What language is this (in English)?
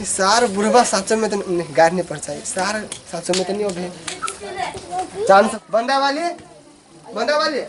Maithili